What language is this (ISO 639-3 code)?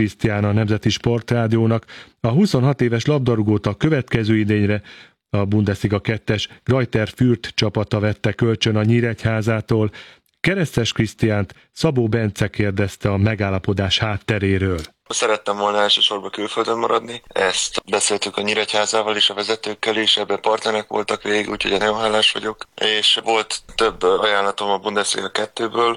hun